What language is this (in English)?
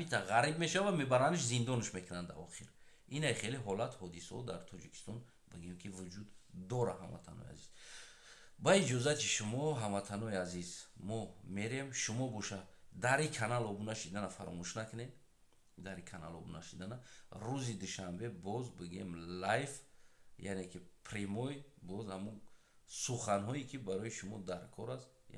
Tajik